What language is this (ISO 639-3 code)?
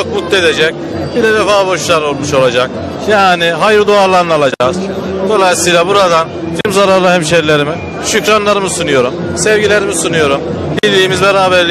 tur